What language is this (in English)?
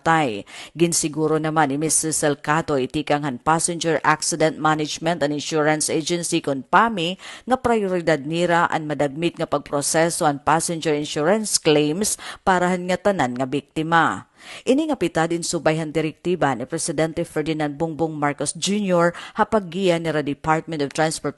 Waray